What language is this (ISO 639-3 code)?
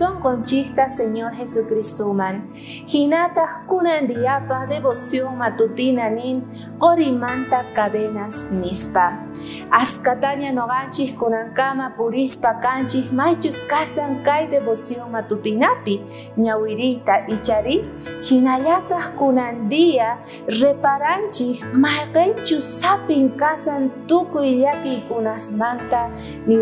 quh